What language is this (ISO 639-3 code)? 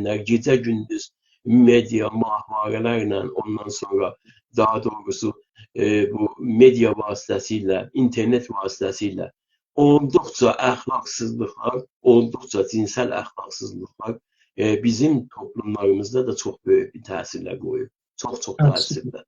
azb